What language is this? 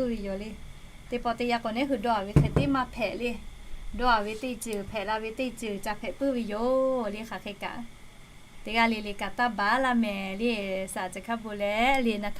Lahu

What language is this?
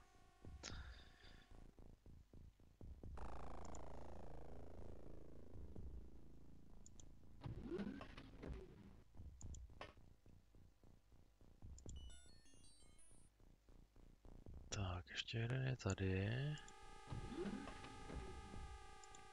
Czech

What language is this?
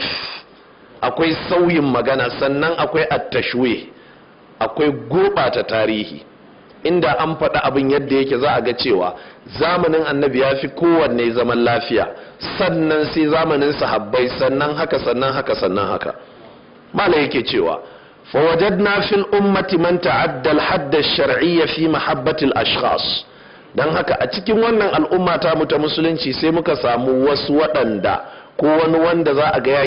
Hausa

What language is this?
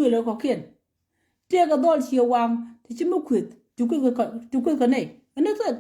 Nuer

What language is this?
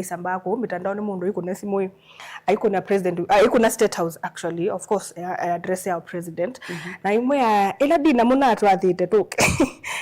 Kamba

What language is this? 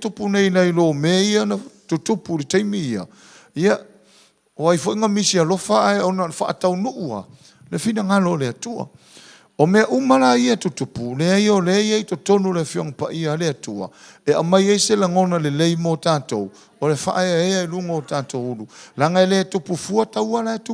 Samoan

